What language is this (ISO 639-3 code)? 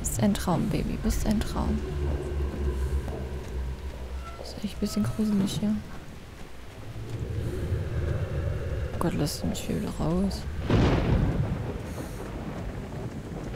deu